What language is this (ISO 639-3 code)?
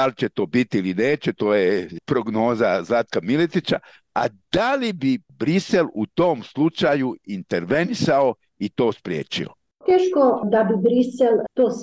bos